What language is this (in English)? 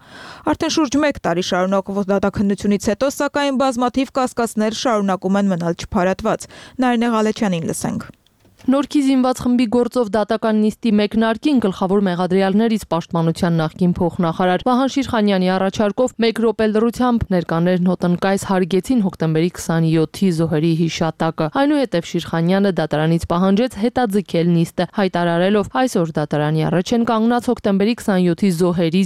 Armenian